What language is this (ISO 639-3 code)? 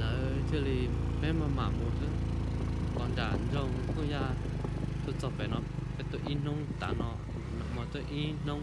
hmn